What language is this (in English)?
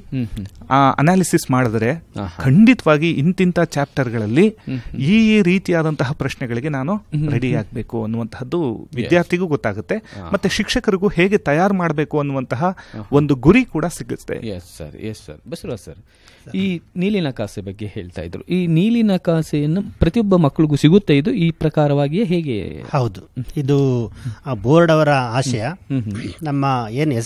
Kannada